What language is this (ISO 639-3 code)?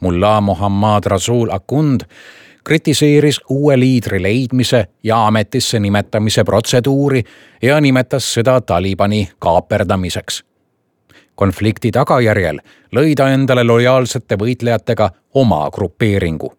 est